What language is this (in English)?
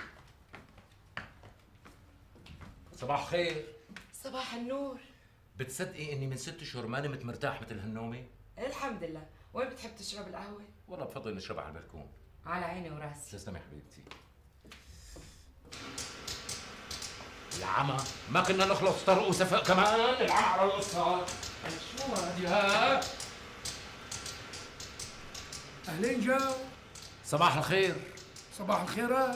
North Levantine Arabic